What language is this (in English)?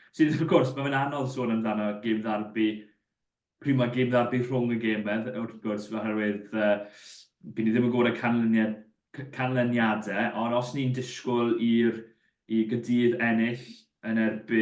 Welsh